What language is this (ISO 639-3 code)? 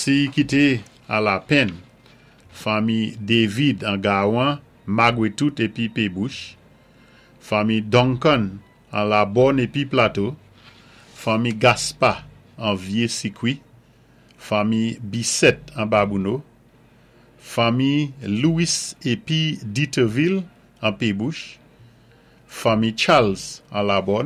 acf